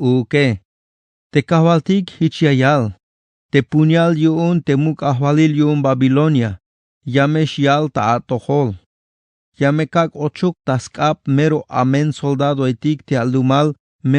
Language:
Tzeltal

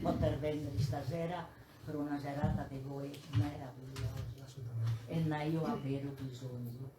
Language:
Sardinian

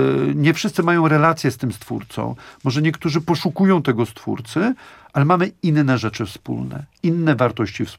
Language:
Polish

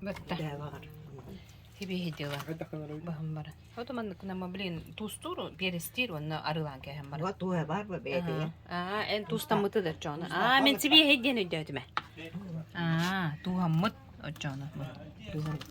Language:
Yakut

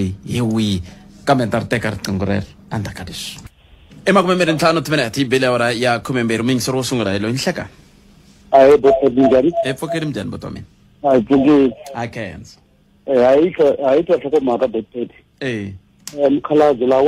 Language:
Tsonga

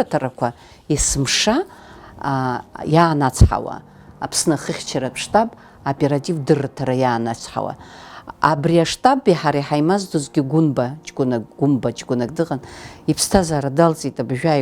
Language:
Abkhazian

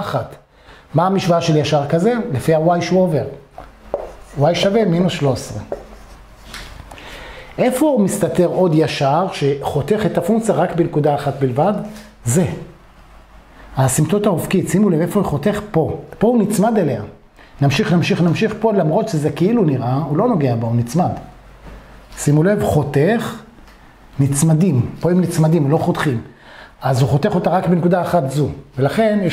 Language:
Hebrew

